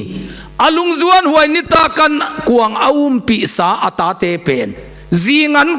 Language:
Tedim Chin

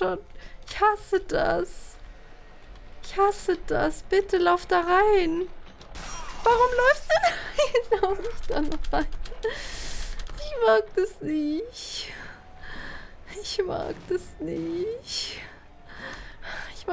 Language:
German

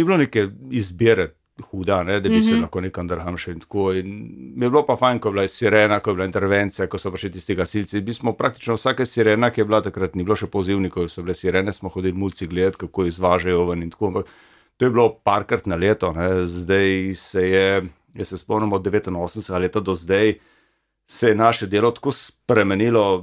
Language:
Slovenian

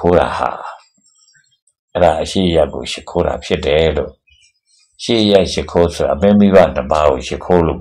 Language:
Burmese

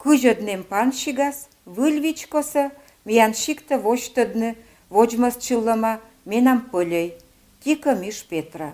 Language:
Komi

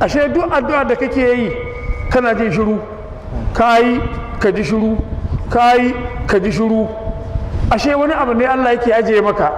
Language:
Hausa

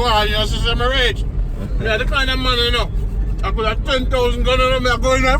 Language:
Jamaican Creole English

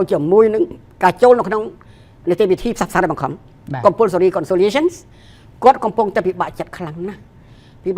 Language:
Khmer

